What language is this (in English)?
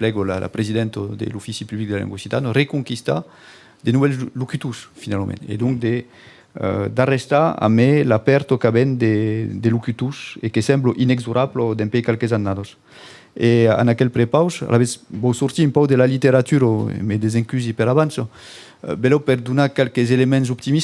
Occitan